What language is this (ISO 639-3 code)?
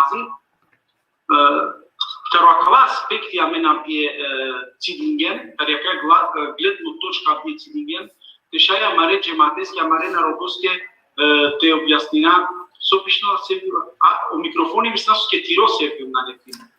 rmn